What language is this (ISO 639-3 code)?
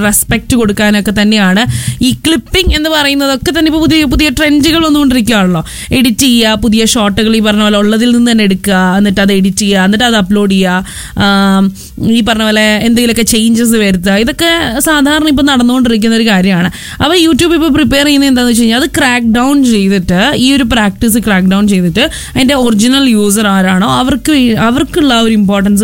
mal